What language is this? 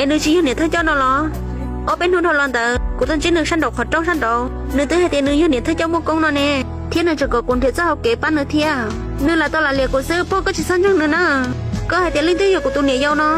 Hmong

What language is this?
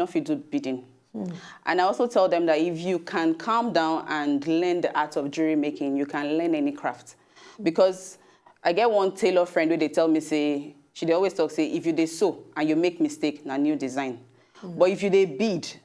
Nigerian Pidgin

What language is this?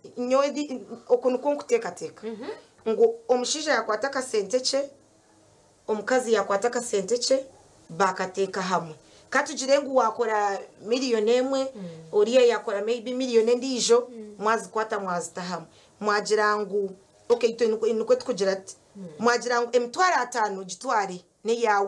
Nyankole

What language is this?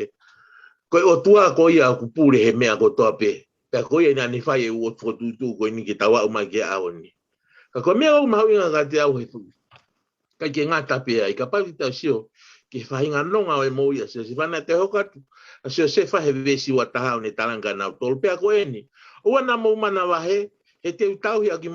Tongan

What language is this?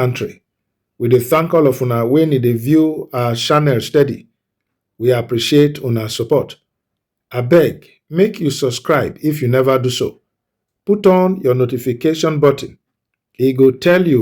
Nigerian Pidgin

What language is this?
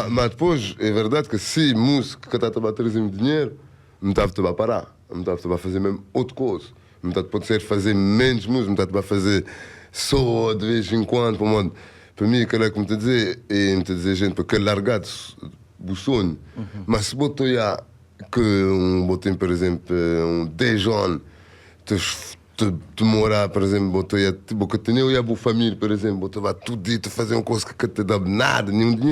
Kabuverdianu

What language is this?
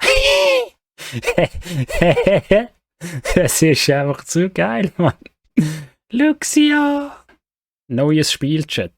Swiss German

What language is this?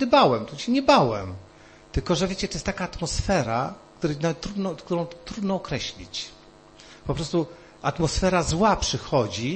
Polish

